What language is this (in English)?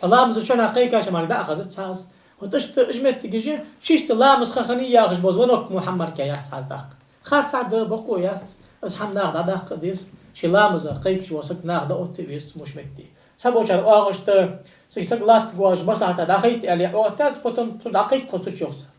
Ingush